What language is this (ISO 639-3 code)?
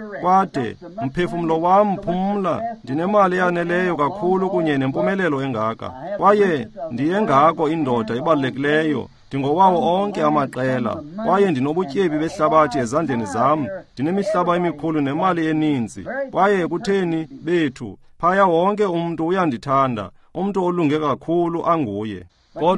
xho